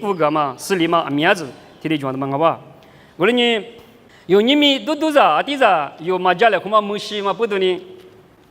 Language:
Lisu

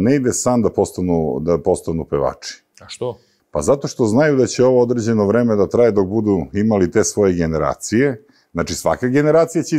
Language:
Serbian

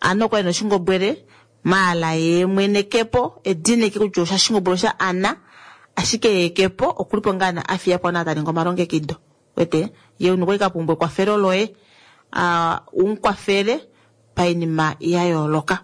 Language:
Kuanyama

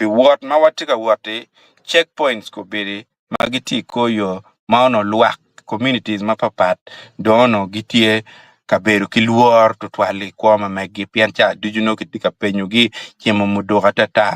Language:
Acoli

